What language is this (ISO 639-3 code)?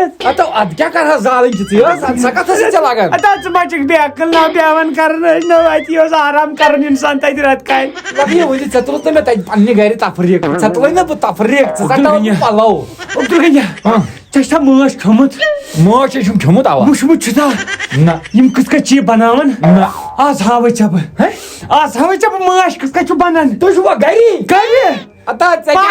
kas